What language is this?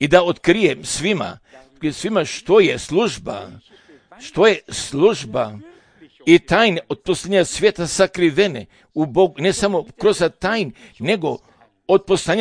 Serbian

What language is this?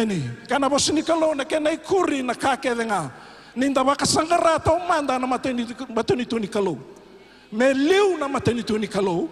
Fijian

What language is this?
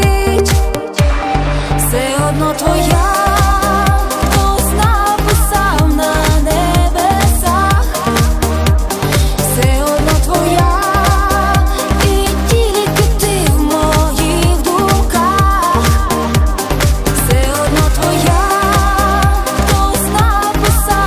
Ukrainian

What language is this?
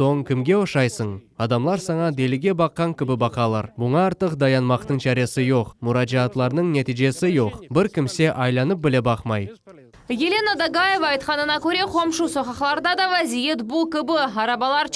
Crimean Tatar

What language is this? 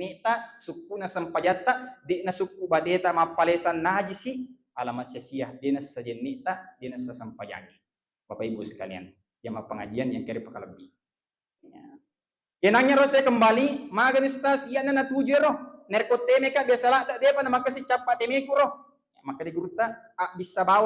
Buginese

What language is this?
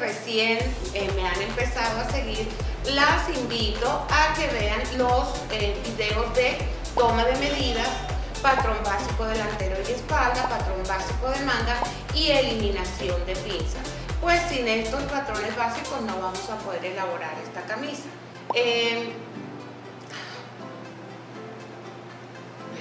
Spanish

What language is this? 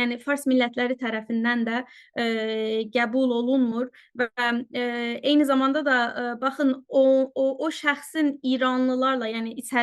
Azerbaijani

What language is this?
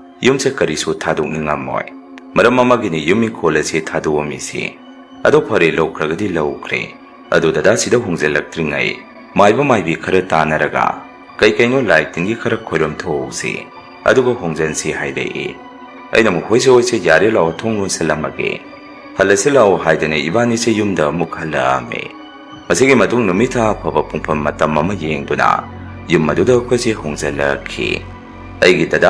Manipuri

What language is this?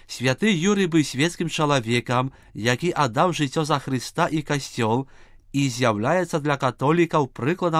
Belarusian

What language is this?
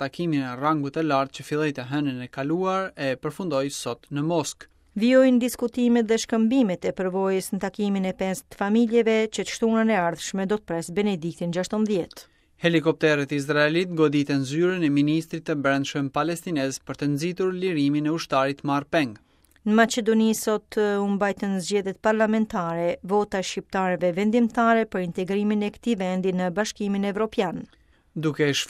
Albanian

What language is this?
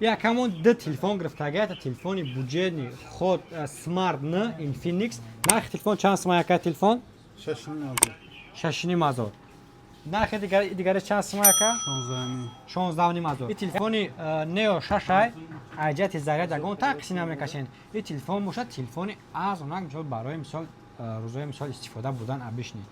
Tajik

